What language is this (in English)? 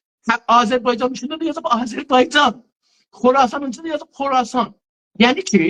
South Azerbaijani